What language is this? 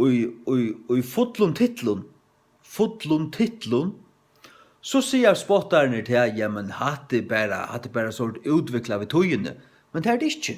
Faroese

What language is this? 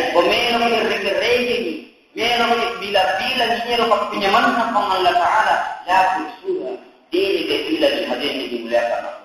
Buginese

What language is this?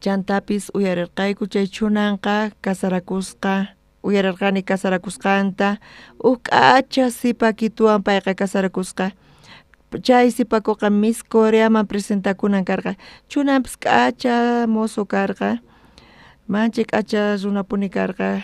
South Bolivian Quechua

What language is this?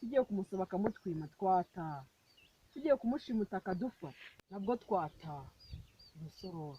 Kinyarwanda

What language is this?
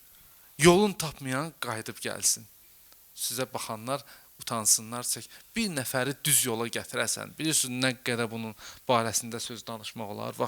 Azerbaijani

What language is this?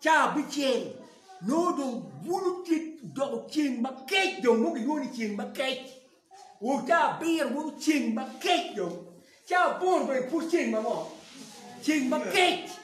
Acoli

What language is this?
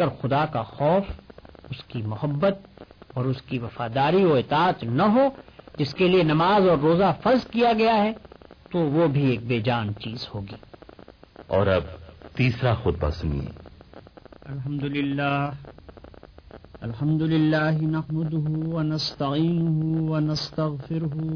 Urdu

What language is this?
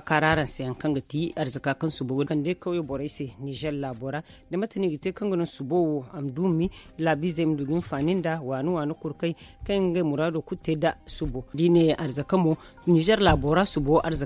Zarma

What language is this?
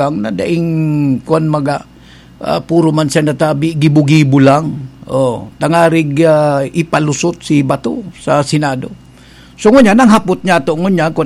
Bikol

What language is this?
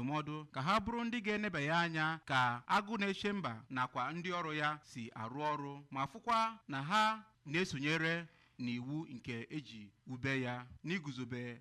Igbo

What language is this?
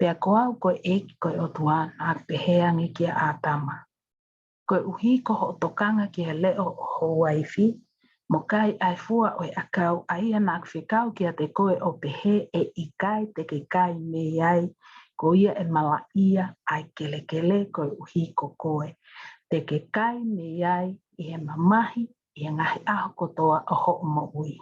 Tongan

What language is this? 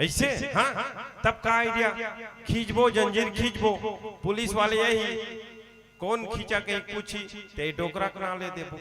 Chhattisgarhi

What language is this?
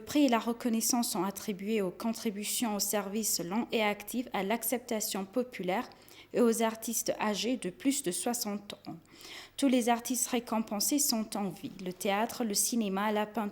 French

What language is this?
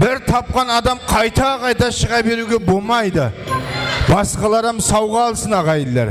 Kara-Kalpak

